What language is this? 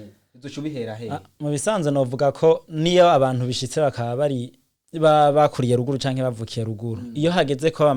Rundi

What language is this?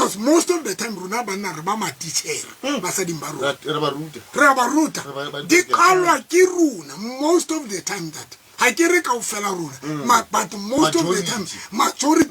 Tswana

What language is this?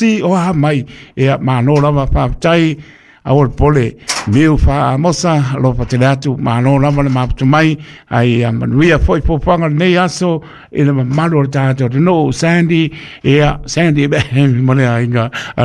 Samoan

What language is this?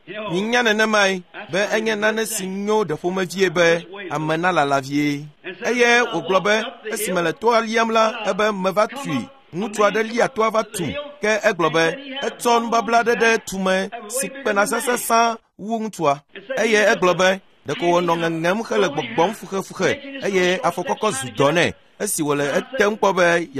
Ewe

